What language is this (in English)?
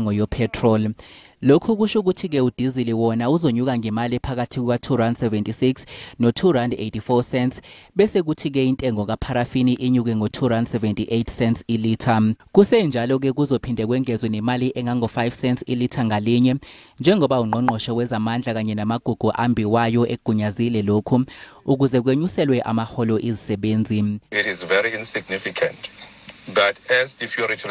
Zulu